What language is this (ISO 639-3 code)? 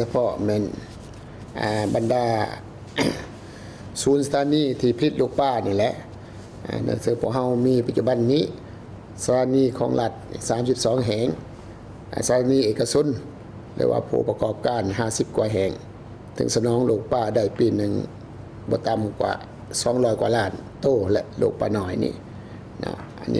lao